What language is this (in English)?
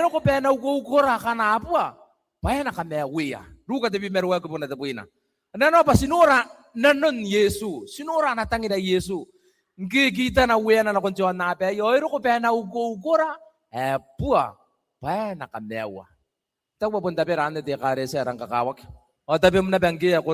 Gilbertese